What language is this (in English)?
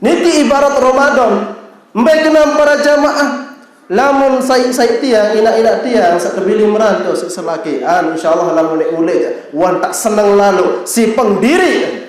Sasak